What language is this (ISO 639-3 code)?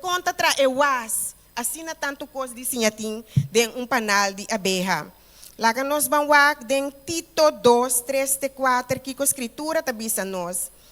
pap